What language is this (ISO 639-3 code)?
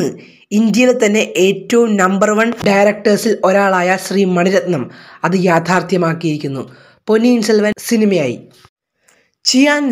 mal